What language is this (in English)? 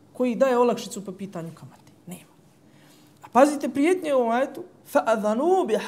Bosnian